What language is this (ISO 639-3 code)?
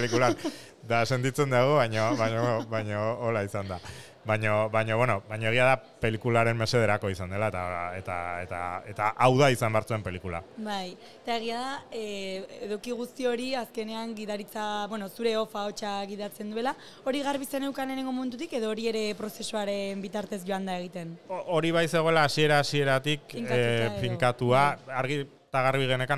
eus